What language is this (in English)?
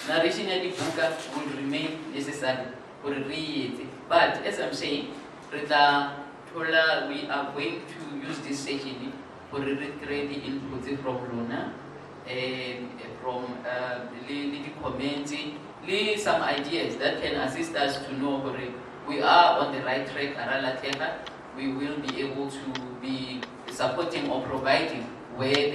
Tswana